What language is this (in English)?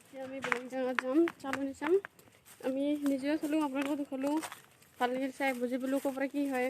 Assamese